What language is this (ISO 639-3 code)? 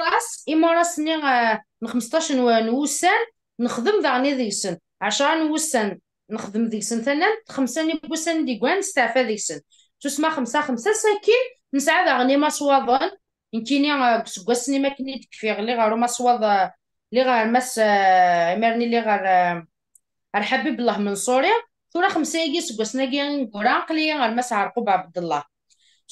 kab